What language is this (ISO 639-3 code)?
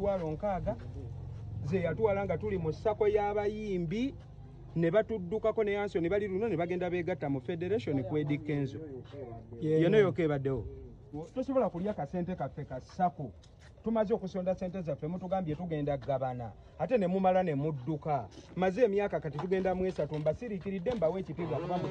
lug